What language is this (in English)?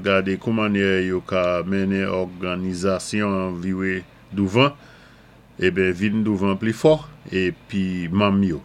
Saint Lucian Creole French